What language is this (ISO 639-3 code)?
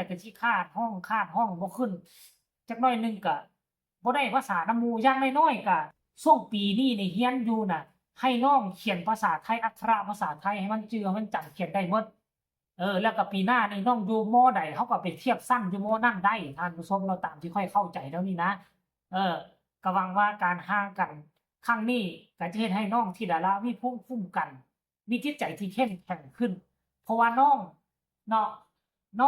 tts